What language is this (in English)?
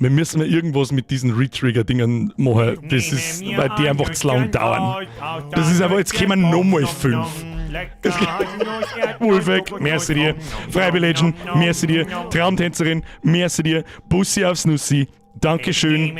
Bavarian